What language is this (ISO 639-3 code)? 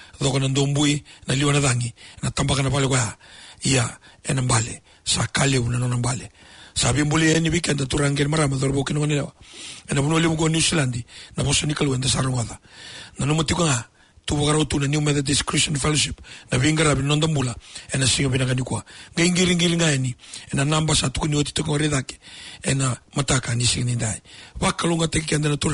fij